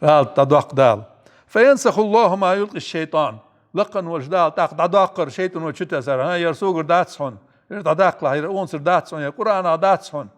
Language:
Ingush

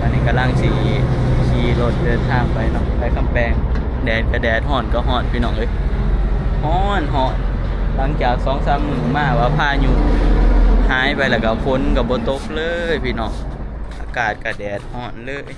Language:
Northeastern Thai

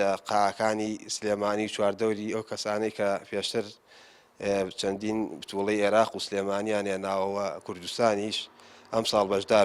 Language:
Central Kurdish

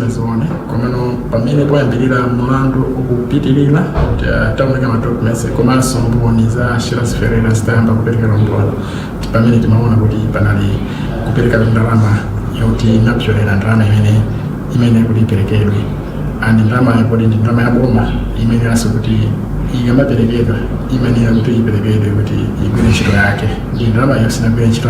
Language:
Nyanja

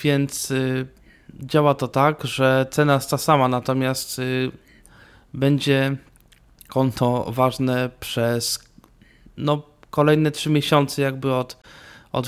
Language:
Polish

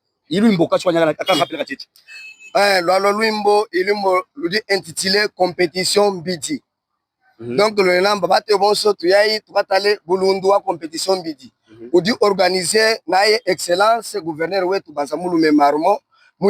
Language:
Luba-Katanga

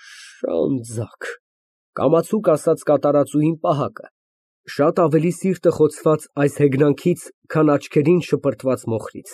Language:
Armenian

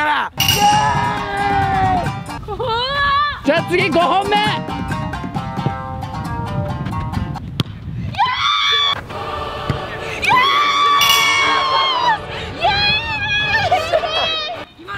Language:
Japanese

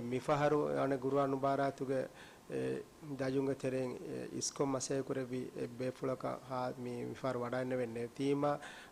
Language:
Divehi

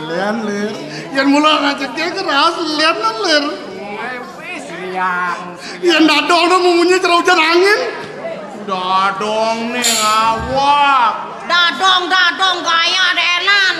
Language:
Balinese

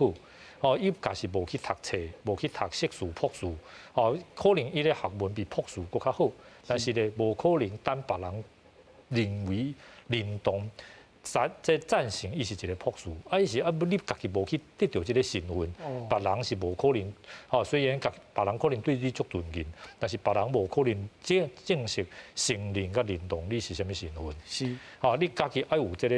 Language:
Min Nan Chinese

